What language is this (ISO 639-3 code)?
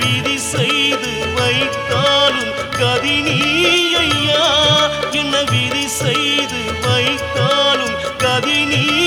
tam